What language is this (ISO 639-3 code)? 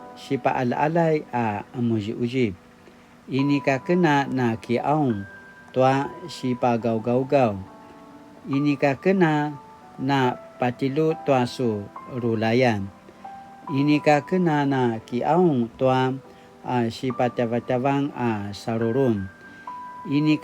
pwn